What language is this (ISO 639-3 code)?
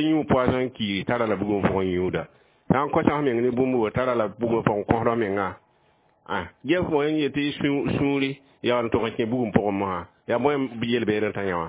mos